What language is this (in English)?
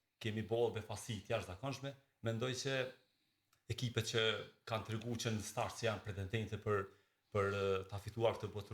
Albanian